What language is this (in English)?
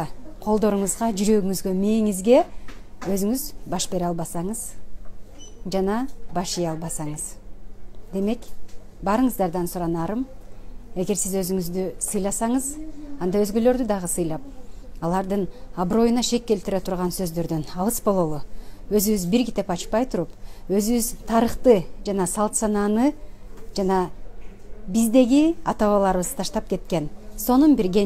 Kyrgyz